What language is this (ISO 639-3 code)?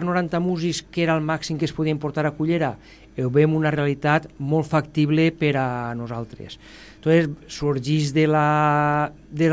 cat